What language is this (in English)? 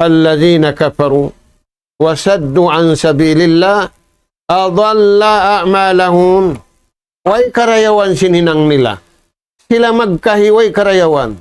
Tausug